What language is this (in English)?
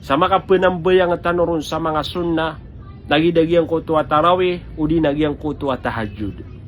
Maranao